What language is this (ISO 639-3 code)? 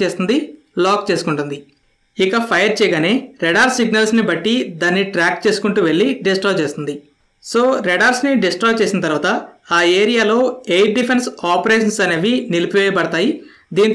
tel